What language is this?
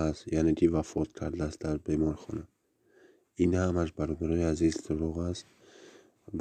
Tajik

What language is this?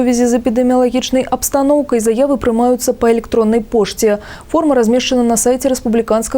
Belarusian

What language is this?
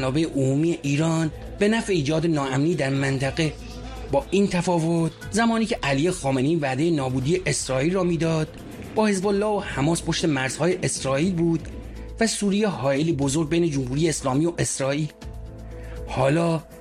Persian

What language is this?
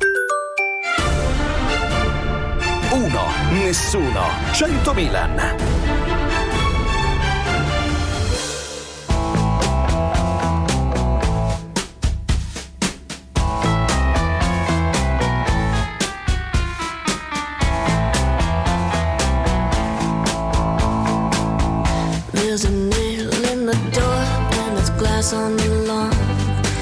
Italian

